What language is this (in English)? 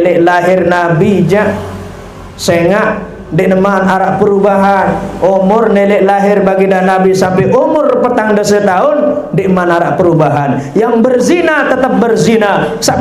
Sasak